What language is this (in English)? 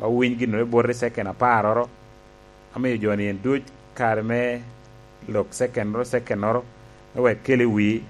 Lango (Uganda)